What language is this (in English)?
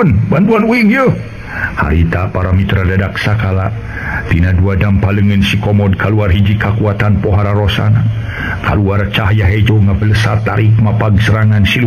Sundanese